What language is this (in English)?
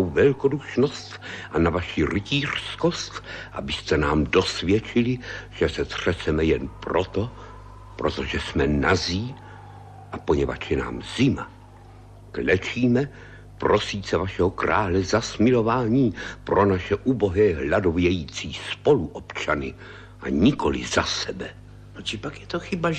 Czech